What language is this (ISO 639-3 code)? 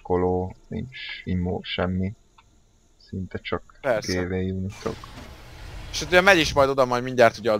hun